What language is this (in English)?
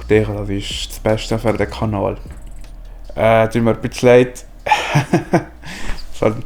Swiss German